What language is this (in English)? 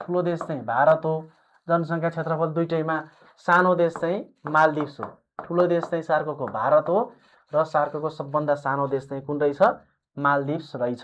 Nepali